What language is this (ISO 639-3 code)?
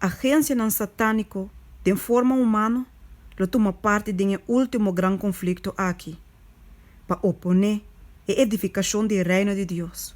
pap